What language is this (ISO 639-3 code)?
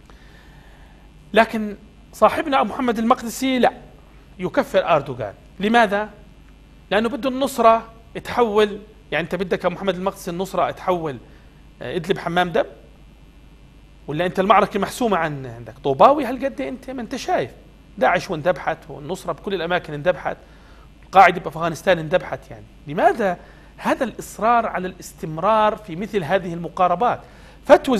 ajp